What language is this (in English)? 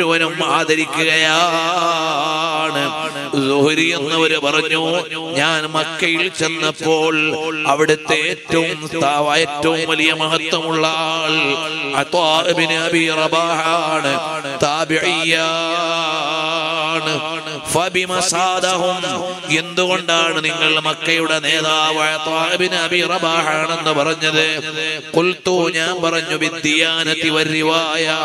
Malayalam